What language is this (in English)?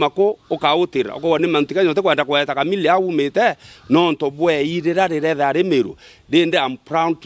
Meru